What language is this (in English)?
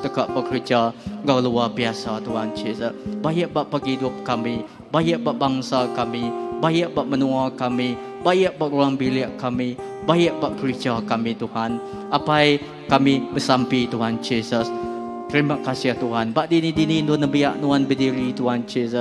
Iban